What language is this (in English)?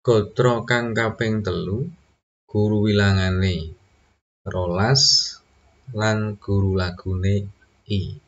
Javanese